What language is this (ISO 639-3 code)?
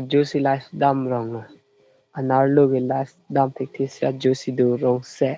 mjw